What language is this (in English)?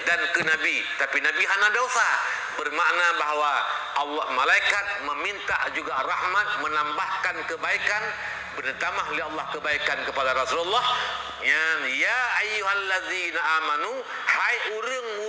Achinese